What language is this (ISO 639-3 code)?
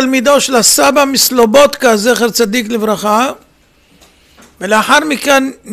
heb